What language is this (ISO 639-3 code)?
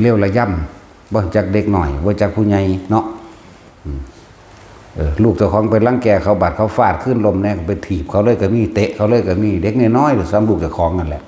tts